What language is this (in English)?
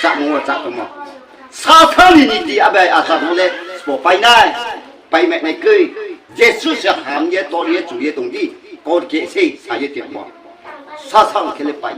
Riang (India)